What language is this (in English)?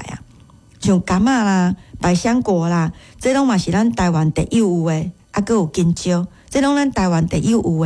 Min Nan Chinese